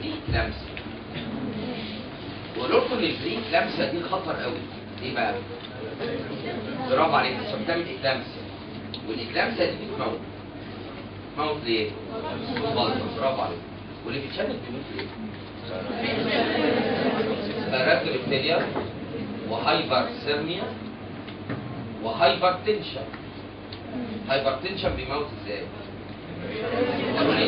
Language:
Egyptian Arabic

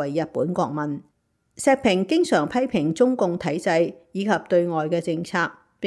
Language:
Cantonese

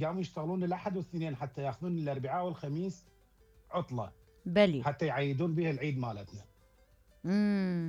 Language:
Mesopotamian Arabic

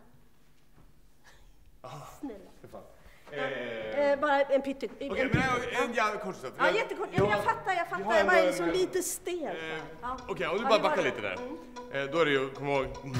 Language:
Swedish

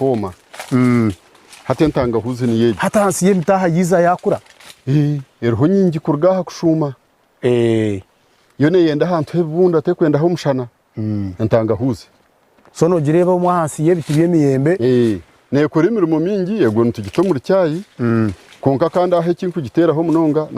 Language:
Nyankole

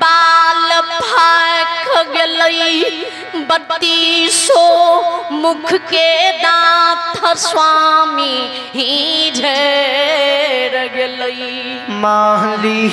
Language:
Maithili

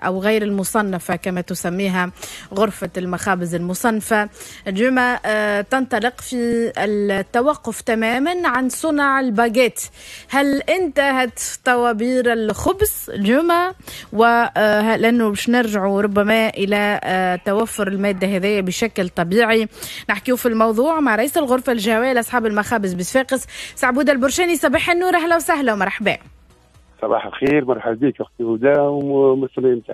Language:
Tunisian Arabic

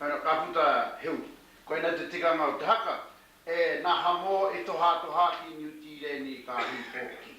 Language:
Māori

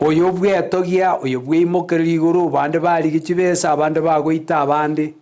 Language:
Gusii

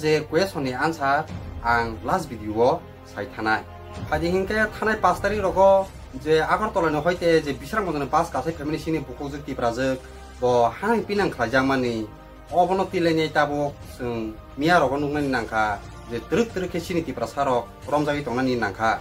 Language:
Kok Borok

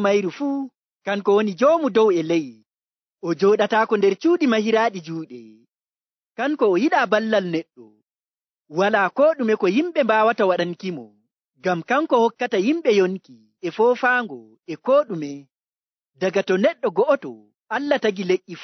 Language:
Nigerian Fulfulde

